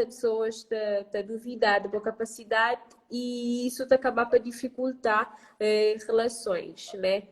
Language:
Kabuverdianu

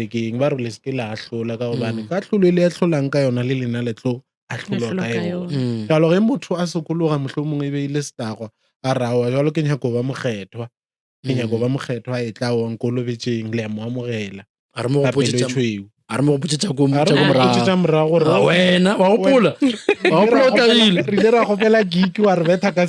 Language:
Northern Sotho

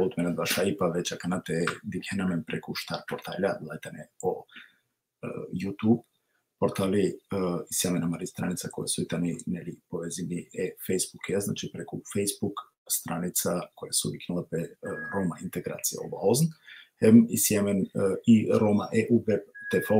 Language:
Balkan Romani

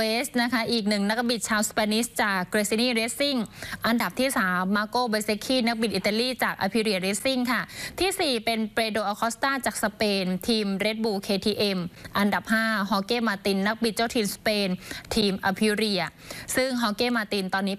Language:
Thai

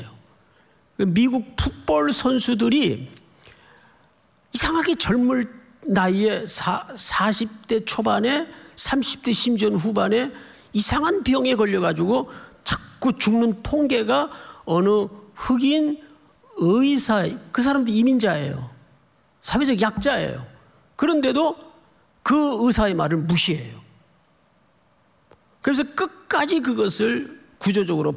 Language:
Korean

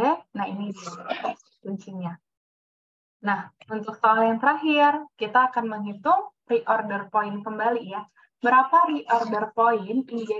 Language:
Indonesian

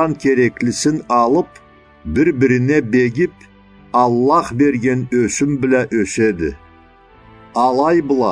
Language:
Karachay-Balkar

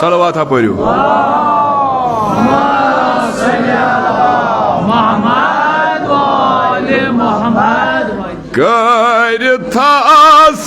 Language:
Kashmiri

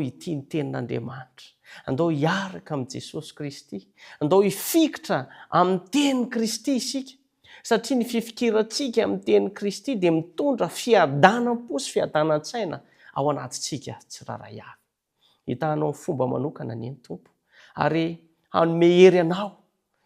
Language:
Malagasy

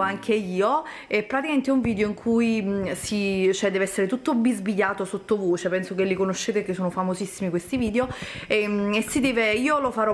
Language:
Italian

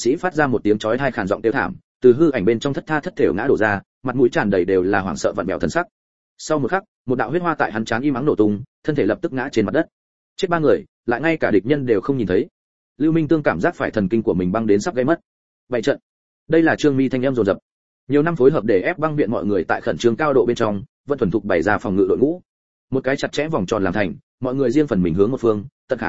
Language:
Vietnamese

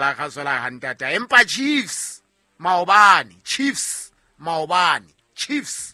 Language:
Southern Sotho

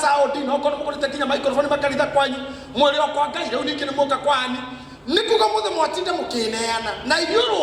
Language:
Kikuyu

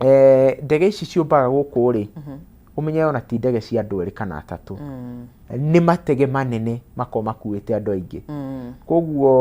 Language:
Kikuyu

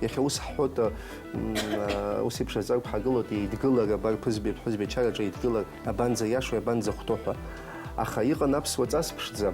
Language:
Abkhazian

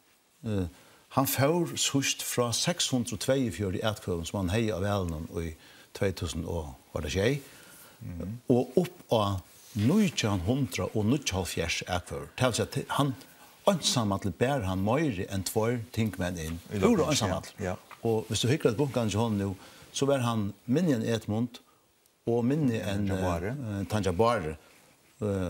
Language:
Faroese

